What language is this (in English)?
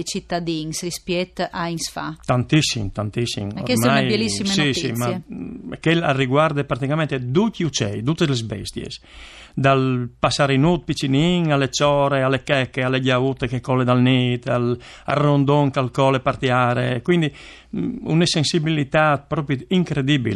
Friulian